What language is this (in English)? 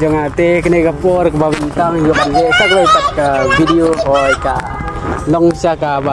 Khasi